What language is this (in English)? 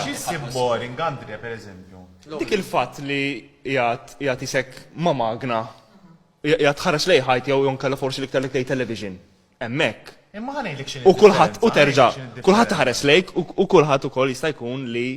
Maltese